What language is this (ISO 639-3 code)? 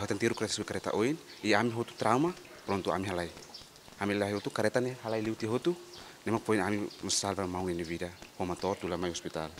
tet